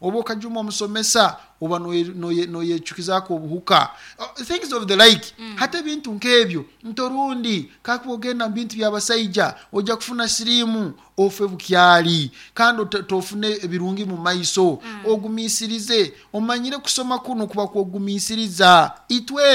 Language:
Nyoro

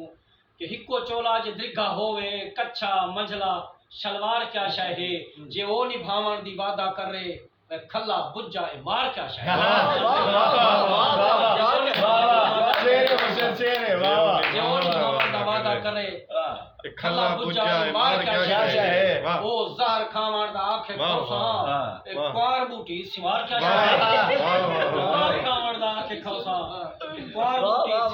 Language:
Saraiki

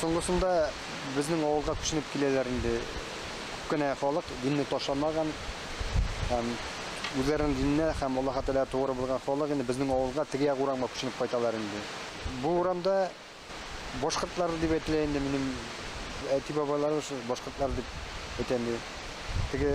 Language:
Bashkir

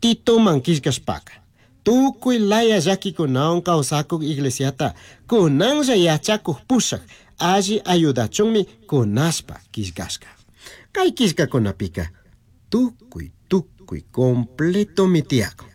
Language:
Chimborazo Highland Quichua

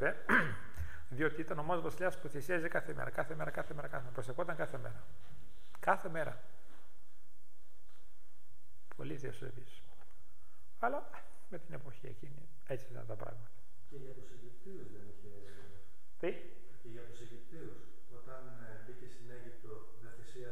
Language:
Greek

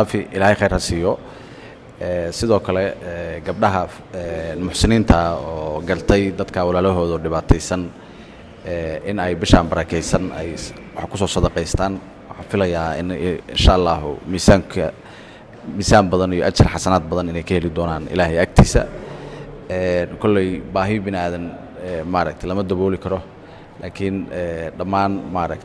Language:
Somali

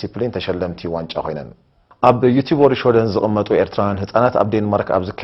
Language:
Tigrinya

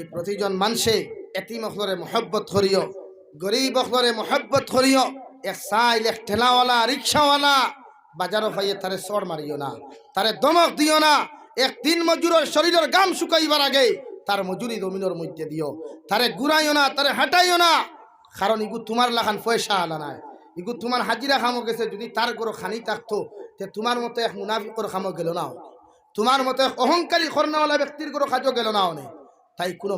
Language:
Sylheti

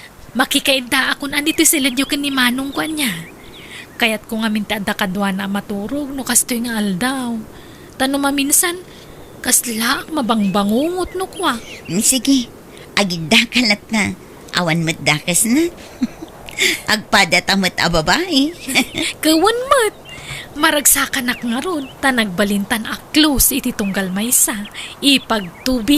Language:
Iloko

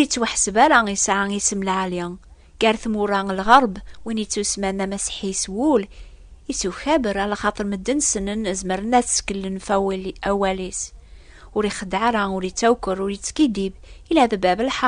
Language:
Kabyle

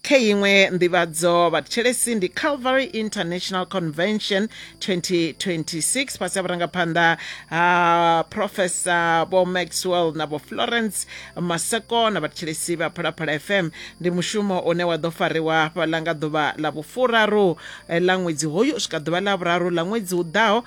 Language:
Venda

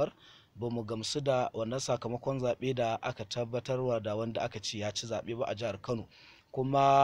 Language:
Hausa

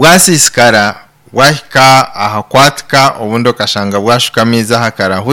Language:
Nyankole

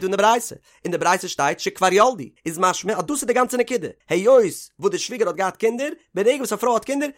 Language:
Yiddish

